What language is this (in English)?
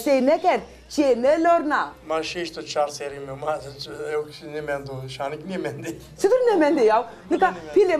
Zaza